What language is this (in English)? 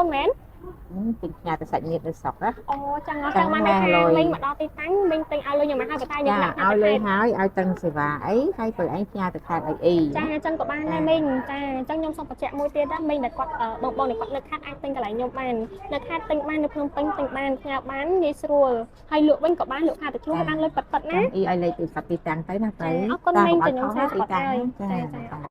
Khmer